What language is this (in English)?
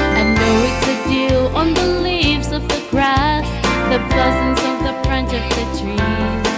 Gilbertese